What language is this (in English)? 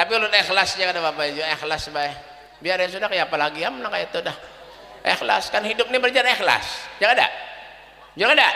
Banjar